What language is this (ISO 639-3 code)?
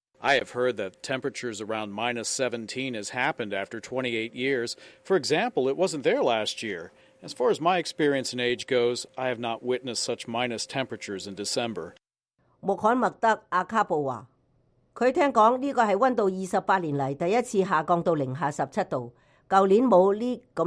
yue